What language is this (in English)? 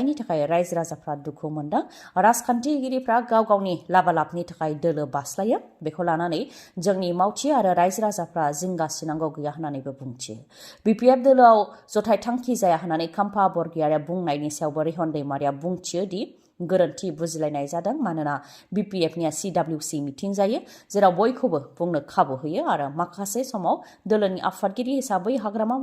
Bodo